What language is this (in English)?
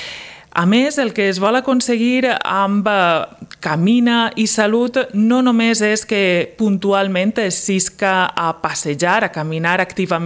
Catalan